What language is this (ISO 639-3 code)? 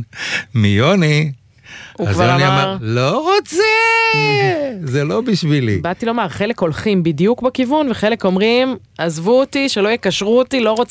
heb